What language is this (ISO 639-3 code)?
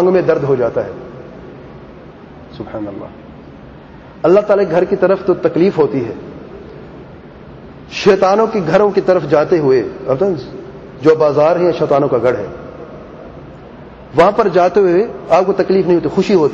urd